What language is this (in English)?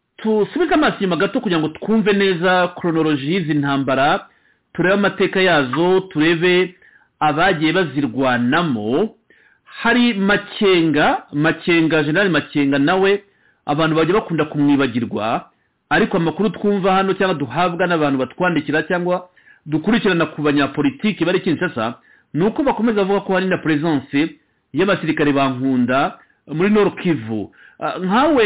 Kinyarwanda